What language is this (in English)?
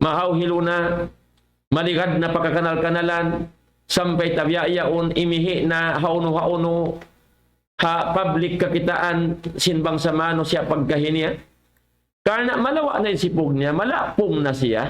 Tausug